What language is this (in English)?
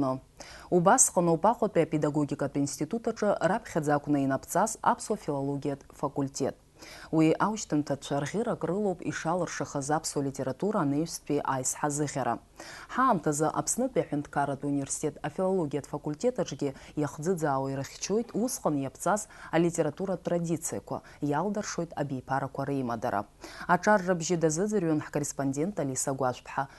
Abkhazian